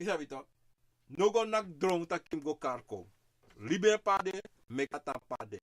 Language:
Sranan Tongo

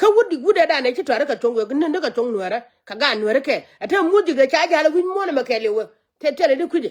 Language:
Nuer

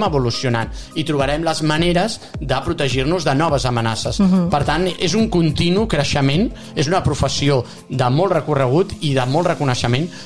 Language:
Catalan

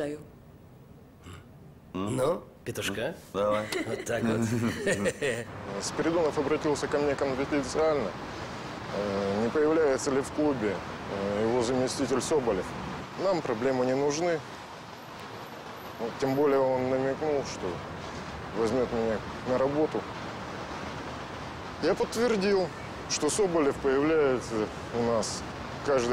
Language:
Russian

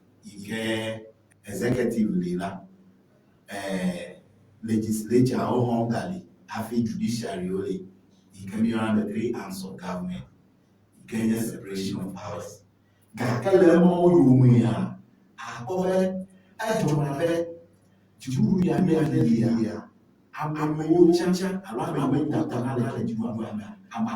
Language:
Ewe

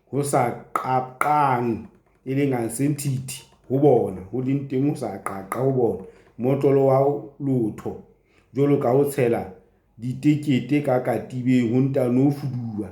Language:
Southern Sotho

